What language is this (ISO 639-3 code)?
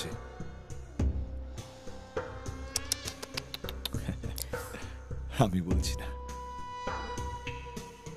ben